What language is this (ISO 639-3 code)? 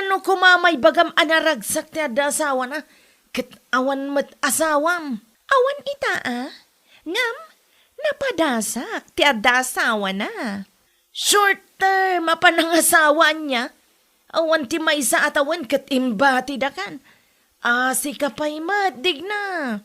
ilo